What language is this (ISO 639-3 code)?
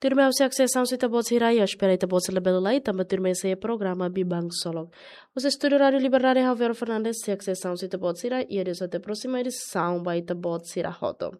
tet